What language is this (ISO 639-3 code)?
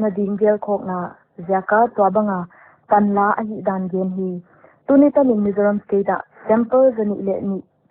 pck